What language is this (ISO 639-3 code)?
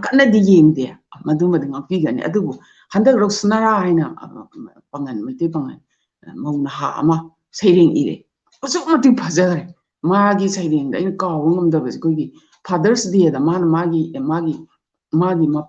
mni